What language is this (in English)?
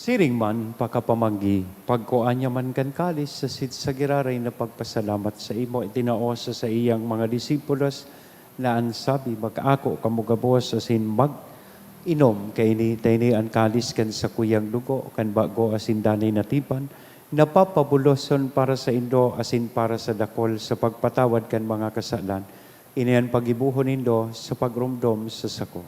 Bikol